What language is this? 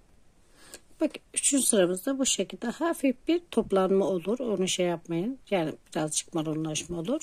Turkish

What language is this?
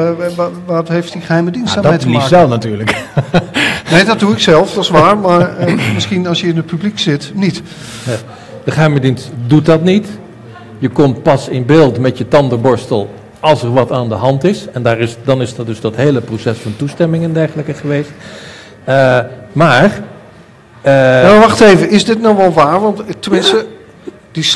Dutch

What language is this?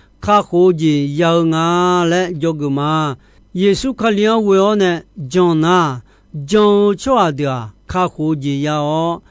Akha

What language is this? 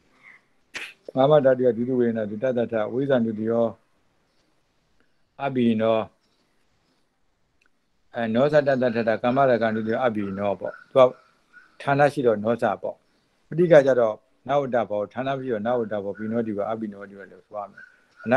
Burmese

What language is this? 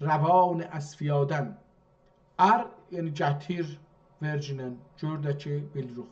South Azerbaijani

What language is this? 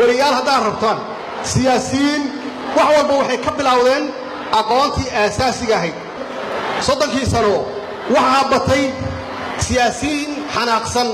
Somali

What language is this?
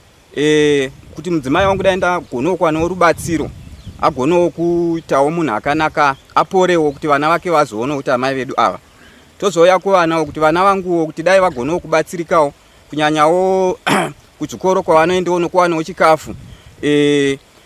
Shona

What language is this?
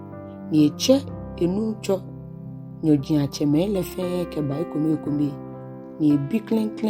Ga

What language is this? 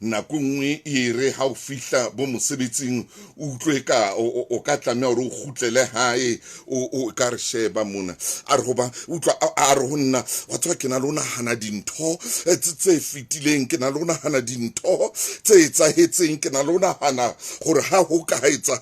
Southern Sotho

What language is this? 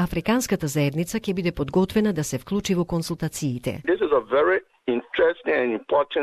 Macedonian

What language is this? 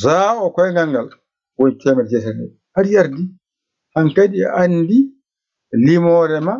Fula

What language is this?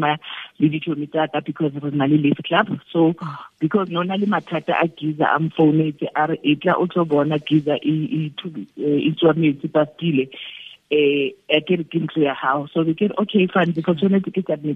Tswana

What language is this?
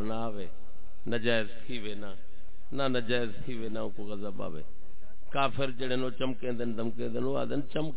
Saraiki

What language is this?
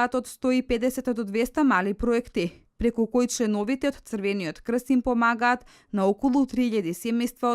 Macedonian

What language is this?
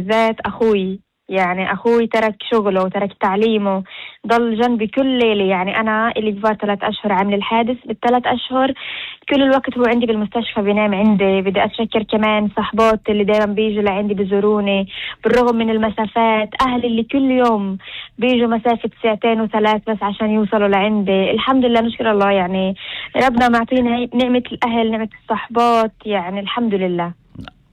North Levantine Arabic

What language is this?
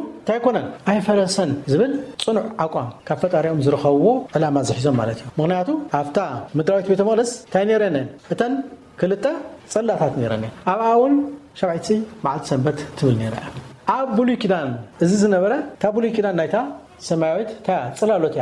Tigrinya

